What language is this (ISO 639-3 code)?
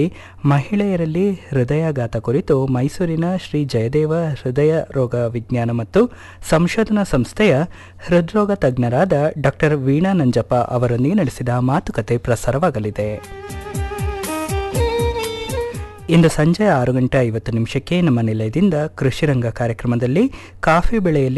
kan